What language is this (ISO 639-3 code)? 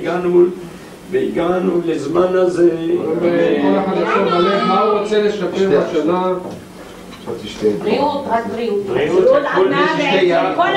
heb